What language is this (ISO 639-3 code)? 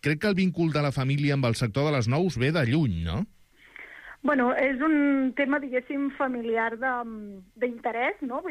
cat